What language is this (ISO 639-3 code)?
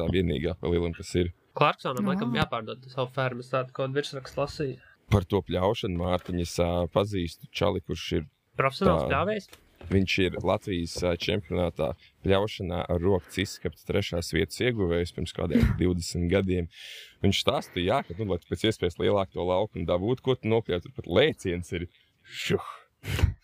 lav